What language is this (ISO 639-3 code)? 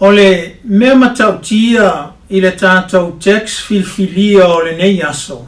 smo